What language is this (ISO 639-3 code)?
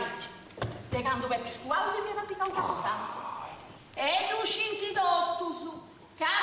srd